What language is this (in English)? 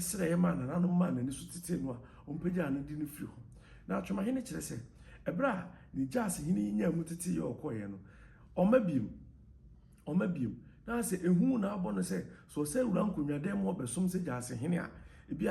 Akan